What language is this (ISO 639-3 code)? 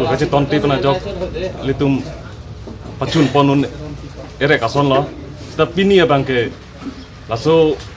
mjw